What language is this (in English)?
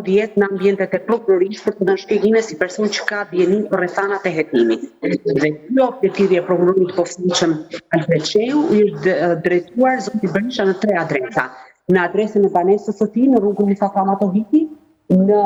Albanian